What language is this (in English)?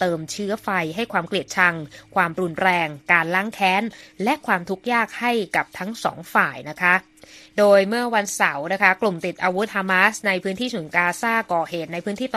Thai